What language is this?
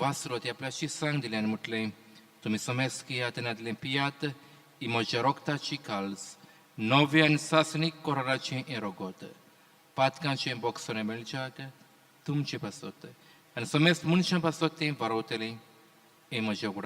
Konkani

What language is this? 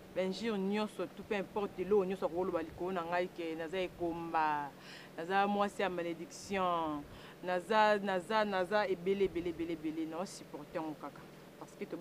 Lingala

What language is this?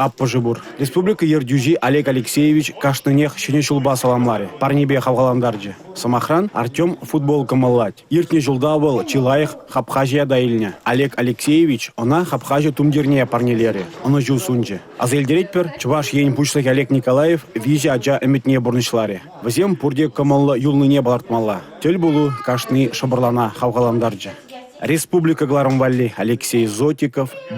Chuvash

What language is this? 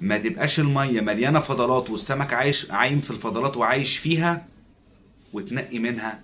Egyptian Arabic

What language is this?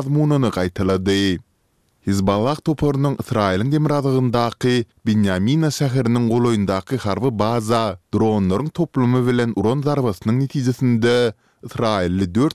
Turkmen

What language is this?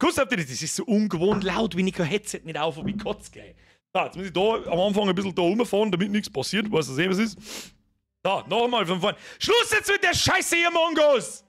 Bavarian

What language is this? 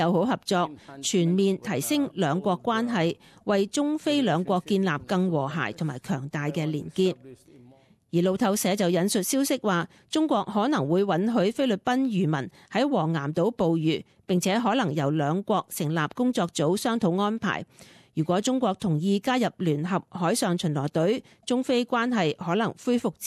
Cantonese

